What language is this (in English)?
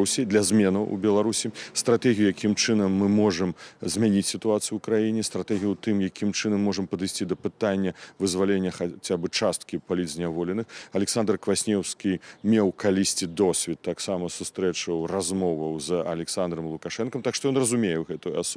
Belarusian